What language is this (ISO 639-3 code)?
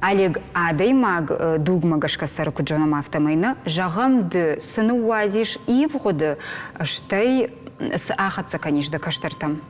oss